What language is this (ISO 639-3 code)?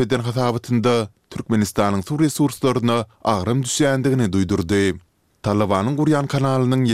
tuk